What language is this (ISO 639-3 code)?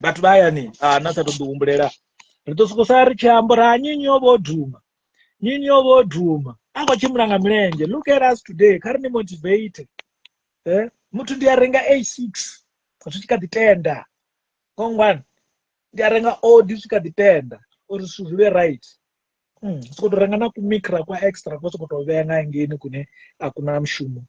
ven